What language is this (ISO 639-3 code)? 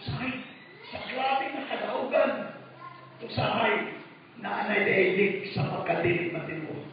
ceb